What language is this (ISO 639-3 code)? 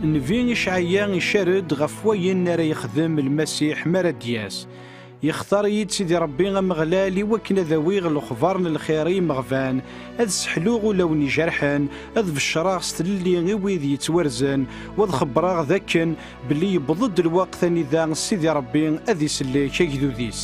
kab